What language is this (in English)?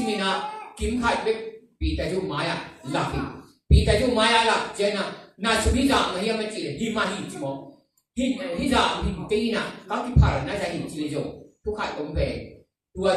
Tedim Chin